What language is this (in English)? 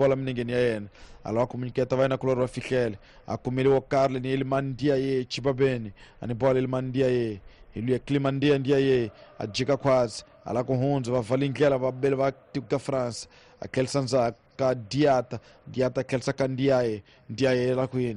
Tsonga